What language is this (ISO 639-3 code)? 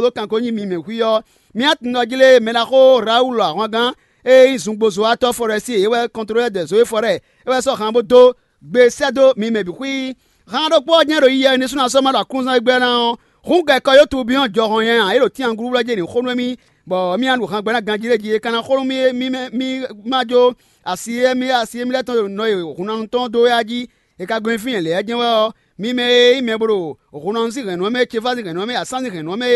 fon